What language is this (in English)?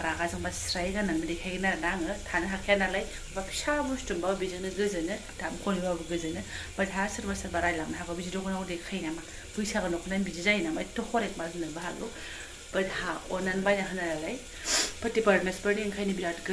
Bodo